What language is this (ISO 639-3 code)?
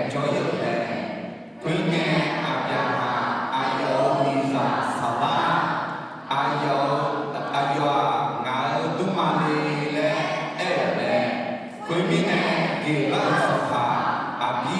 ahk